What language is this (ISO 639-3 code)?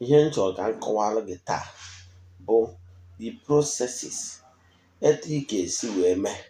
ibo